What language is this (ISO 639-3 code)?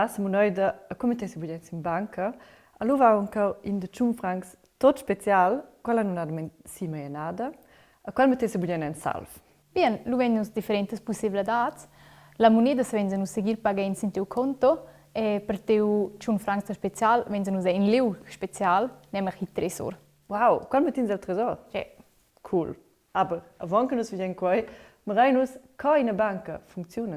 roh